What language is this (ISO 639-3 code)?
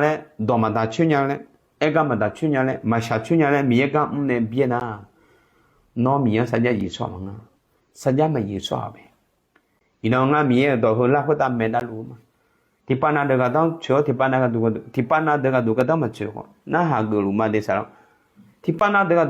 ahk